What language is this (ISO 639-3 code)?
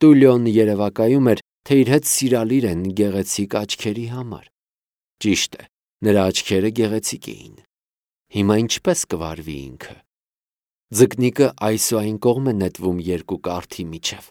hye